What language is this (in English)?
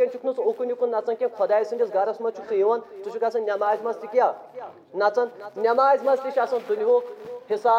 Kashmiri